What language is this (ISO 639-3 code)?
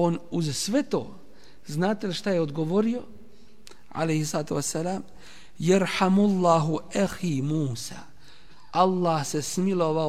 bos